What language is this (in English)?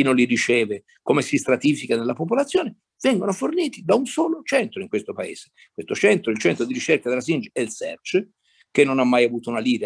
Italian